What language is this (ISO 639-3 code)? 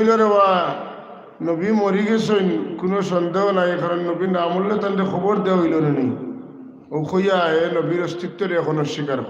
syl